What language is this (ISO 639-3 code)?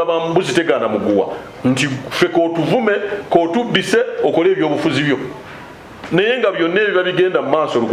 lug